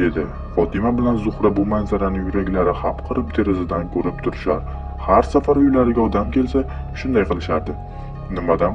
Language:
Uzbek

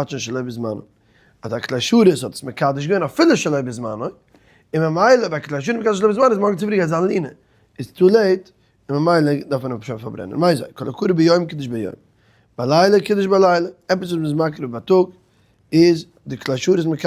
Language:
Yiddish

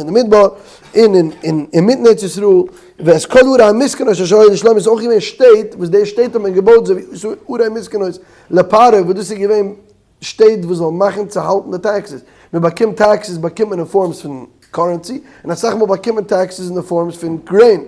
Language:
Yiddish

